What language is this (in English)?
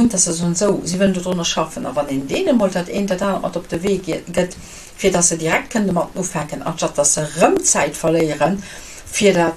Luxembourgish